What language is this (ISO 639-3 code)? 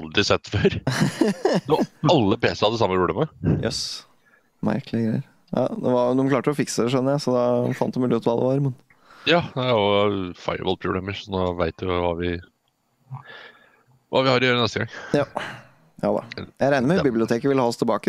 nor